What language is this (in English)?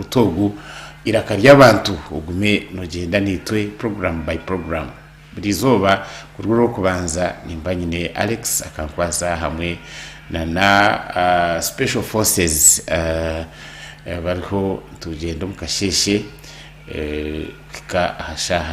Nyankole